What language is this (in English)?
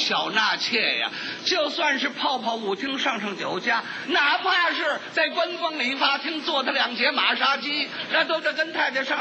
Chinese